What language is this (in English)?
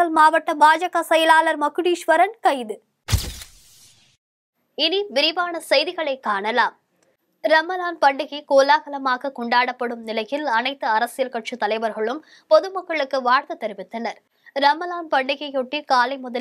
Tamil